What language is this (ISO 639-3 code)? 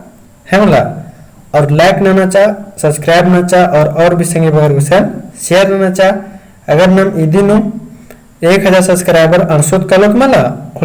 kru